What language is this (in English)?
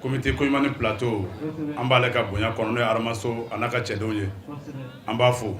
Bambara